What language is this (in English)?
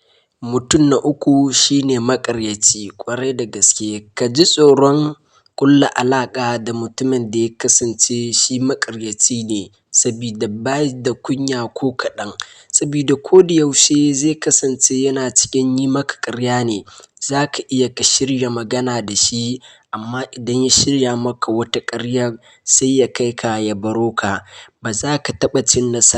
Hausa